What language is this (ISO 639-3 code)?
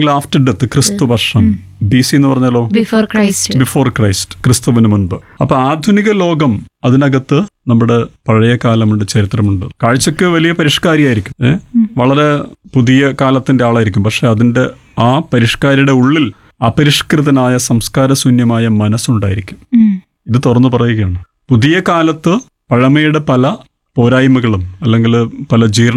mal